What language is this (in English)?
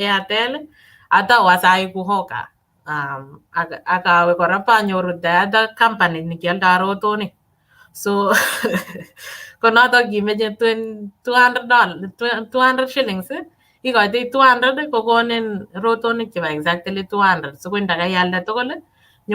Kalenjin